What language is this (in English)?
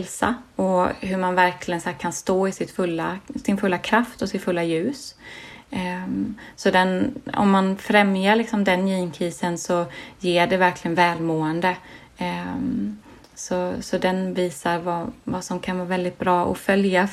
Swedish